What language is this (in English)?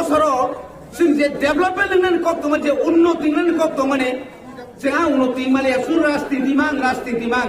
Kok Borok